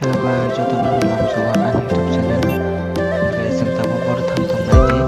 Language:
Kok Borok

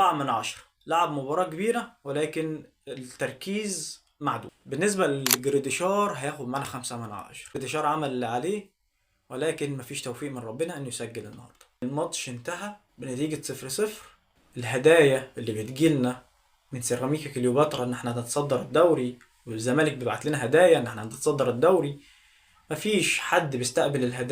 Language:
Egyptian Arabic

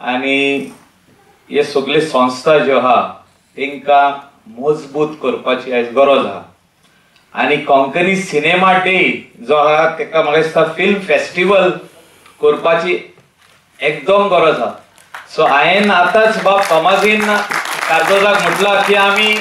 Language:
Konkani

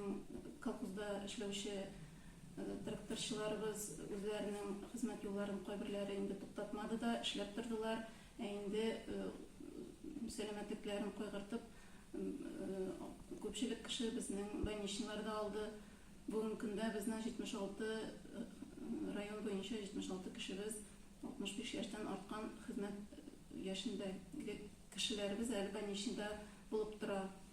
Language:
Tatar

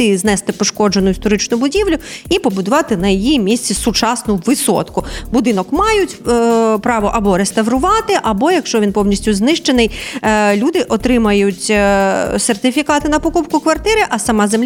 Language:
Ukrainian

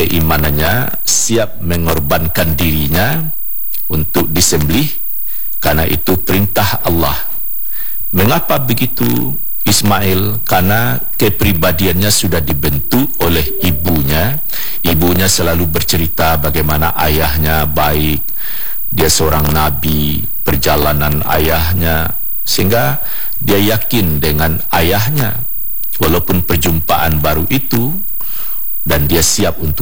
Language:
Indonesian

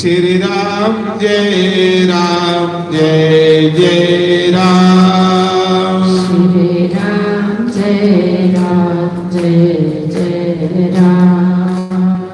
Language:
Dogri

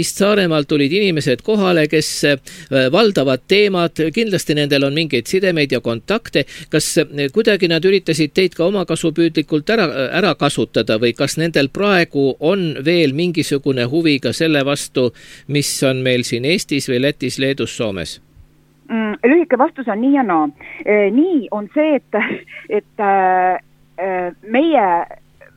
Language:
Estonian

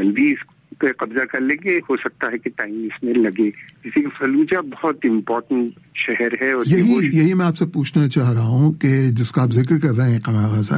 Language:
Urdu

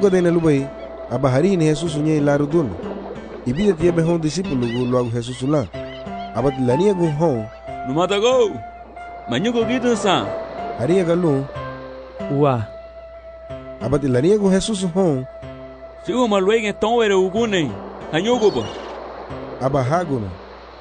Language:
Garifuna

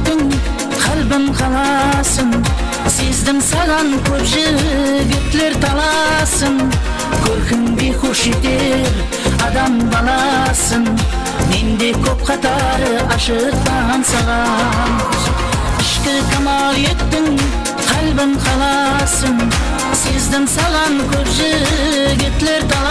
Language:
Kara-Kalpak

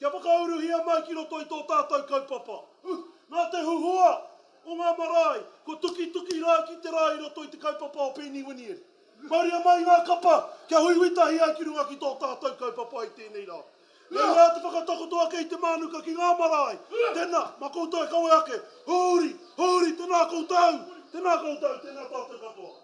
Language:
Māori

